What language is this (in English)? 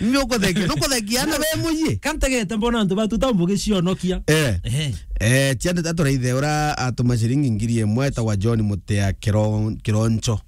Meru